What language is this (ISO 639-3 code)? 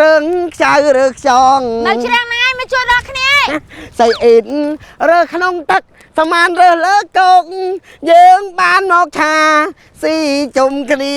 khm